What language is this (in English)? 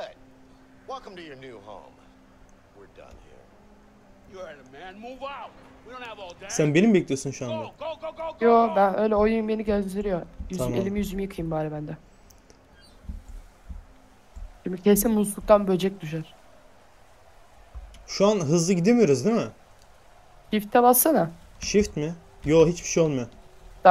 Turkish